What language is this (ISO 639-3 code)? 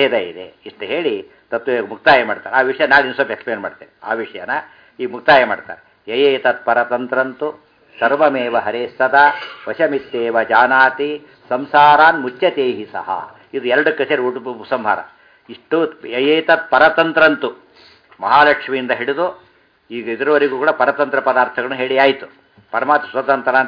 kan